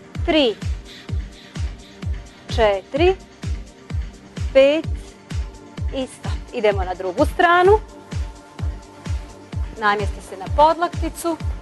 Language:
Croatian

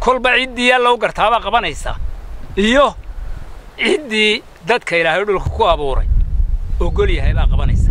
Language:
Somali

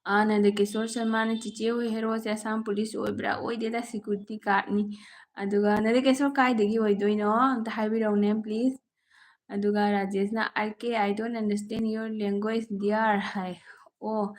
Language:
Manipuri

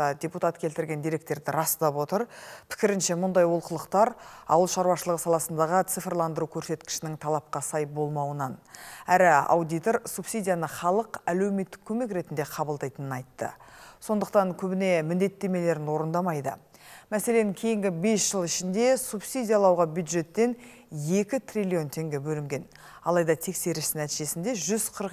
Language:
Kazakh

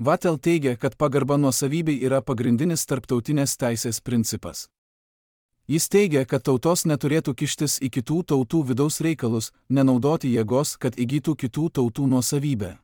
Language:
Lithuanian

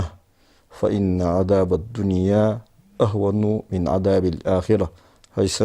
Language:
Ingush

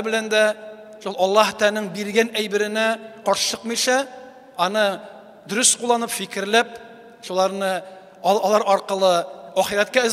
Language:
Tatar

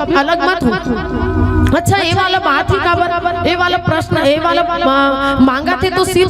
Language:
Chhattisgarhi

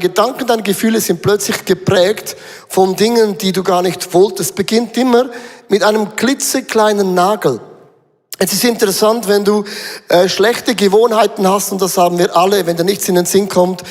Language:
Swiss German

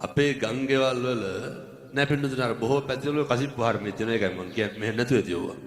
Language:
Sinhala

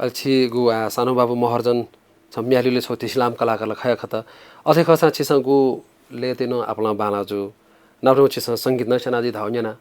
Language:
Newari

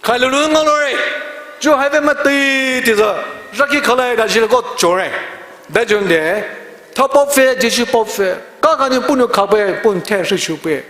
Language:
Poumei Naga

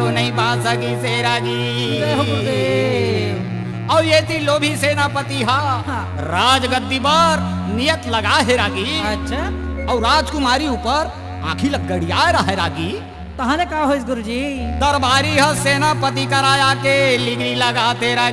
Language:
Chhattisgarhi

